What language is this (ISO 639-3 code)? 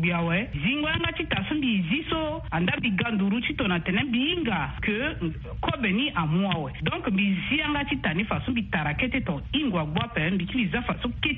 sag